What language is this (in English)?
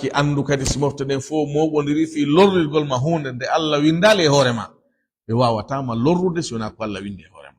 Fula